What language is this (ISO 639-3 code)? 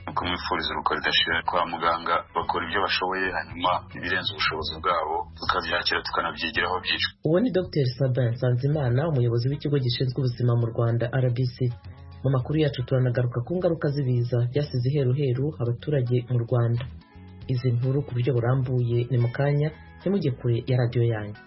kin